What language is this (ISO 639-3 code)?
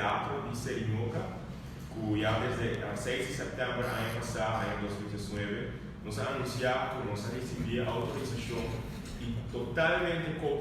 pap